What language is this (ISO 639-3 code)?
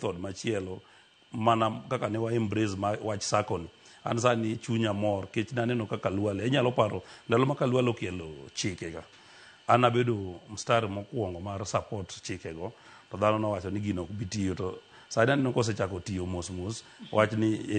luo